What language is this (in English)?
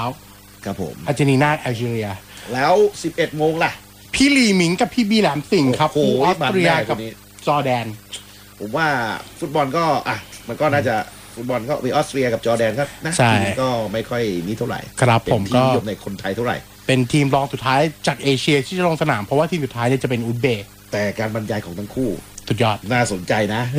Thai